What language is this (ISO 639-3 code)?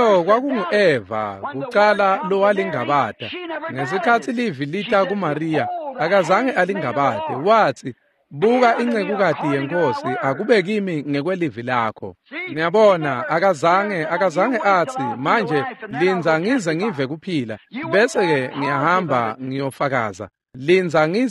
ssw